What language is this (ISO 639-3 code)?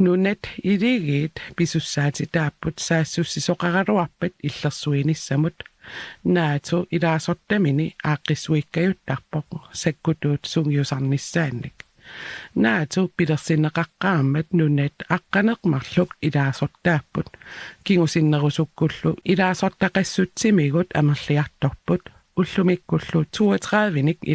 kal